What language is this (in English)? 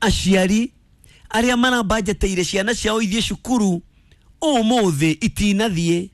Kikuyu